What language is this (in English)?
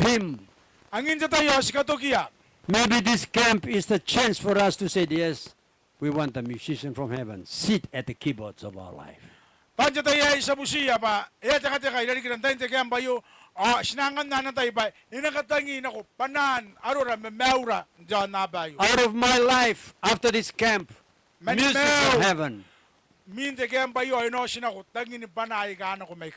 Gilbertese